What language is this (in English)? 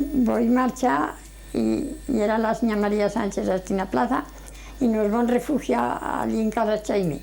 Aragonese